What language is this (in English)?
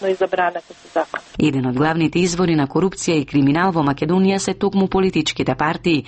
Macedonian